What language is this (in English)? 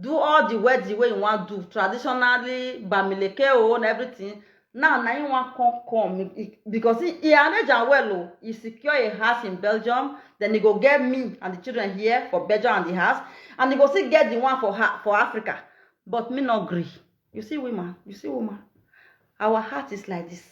Nigerian Pidgin